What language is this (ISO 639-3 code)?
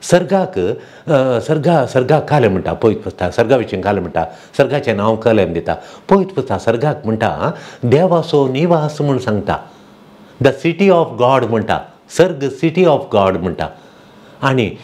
kok